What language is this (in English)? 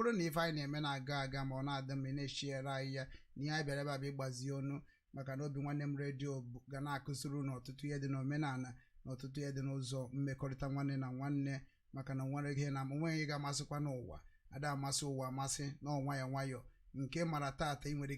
Igbo